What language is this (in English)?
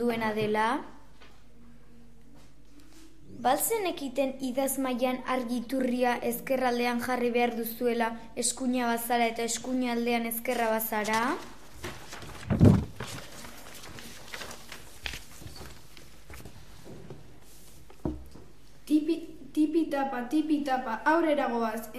Basque